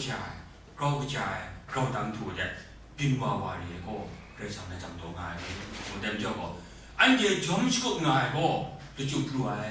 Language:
Kachin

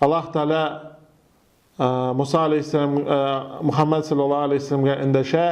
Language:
Tatar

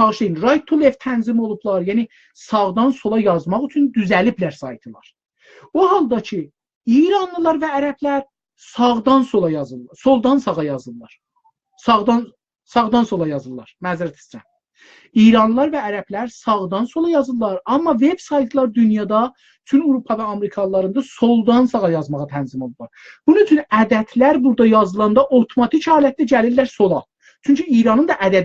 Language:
South Azerbaijani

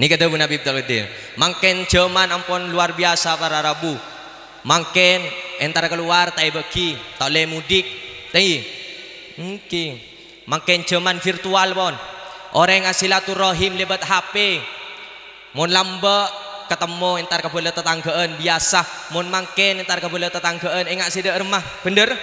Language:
Madurese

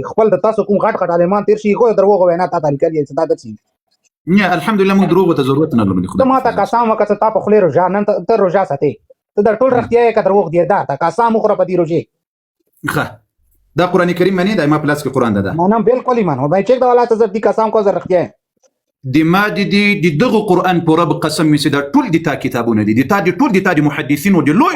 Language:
Pashto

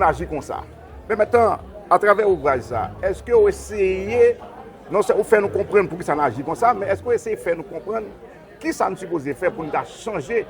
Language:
Haitian Creole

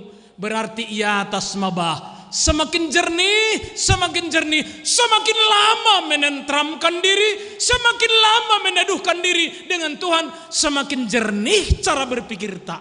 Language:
Batak Simalungun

